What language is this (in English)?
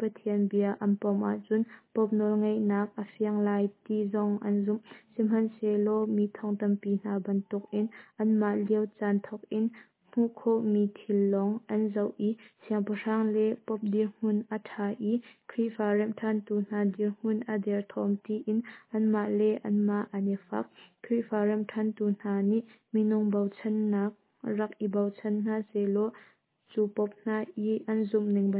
Hakha Chin